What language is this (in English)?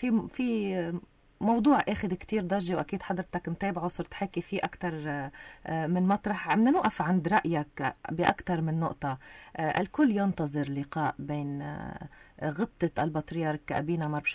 North Levantine Arabic